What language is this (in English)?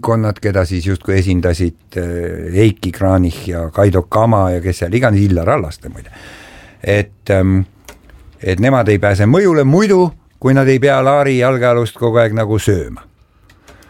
Estonian